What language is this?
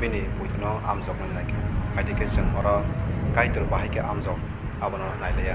Kok Borok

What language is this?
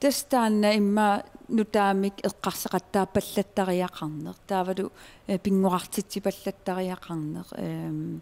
Kalaallisut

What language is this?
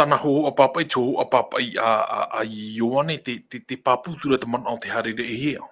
Tahitian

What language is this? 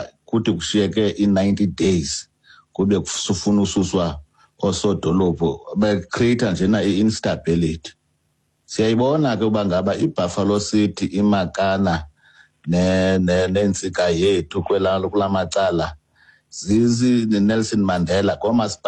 Xhosa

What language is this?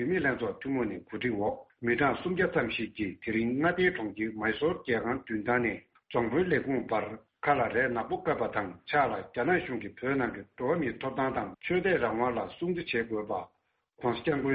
Tibetan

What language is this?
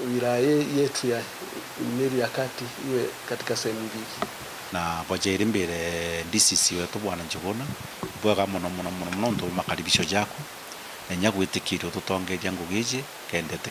Meru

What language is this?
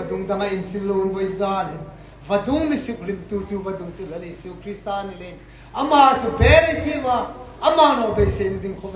Hmar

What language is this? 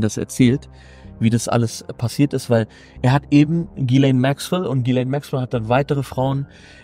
German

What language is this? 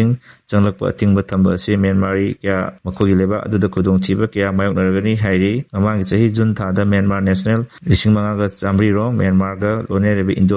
Manipuri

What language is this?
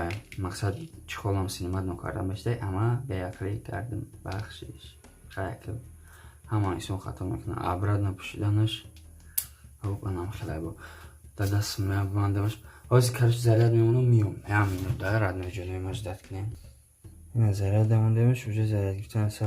Tajik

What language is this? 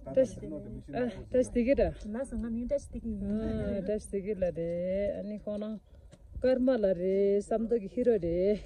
Tibetan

